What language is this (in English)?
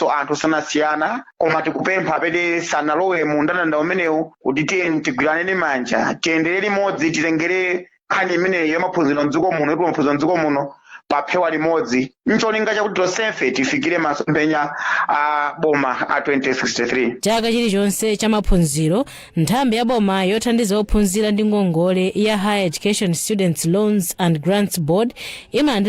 Nyanja